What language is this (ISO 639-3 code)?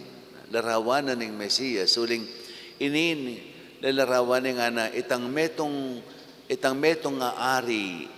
pam